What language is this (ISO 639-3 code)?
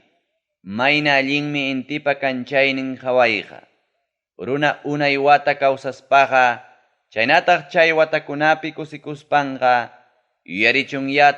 quy